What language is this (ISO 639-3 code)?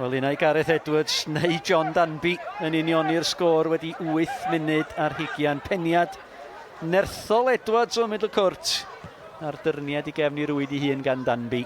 cym